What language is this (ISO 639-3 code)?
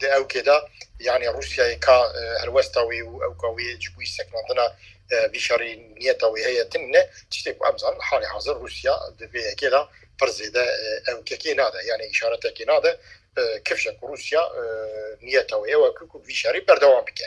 kur